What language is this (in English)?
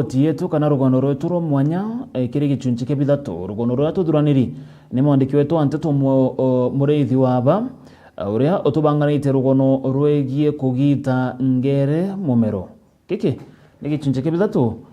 Meru